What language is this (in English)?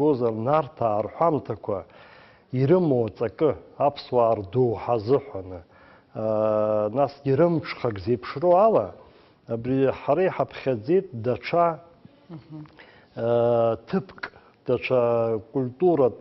Abkhazian